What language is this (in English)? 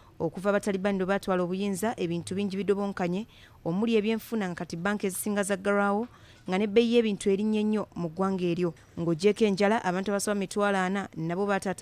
Ganda